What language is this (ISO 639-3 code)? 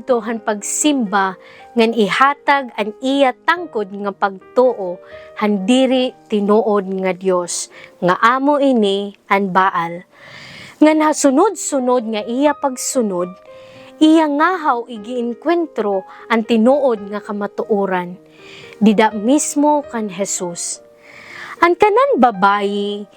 war